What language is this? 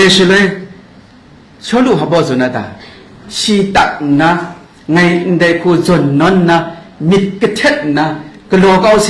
Kachin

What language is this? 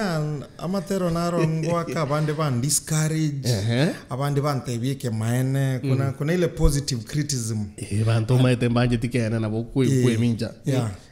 Gusii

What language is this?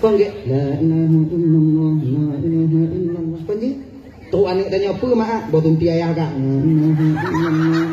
Achinese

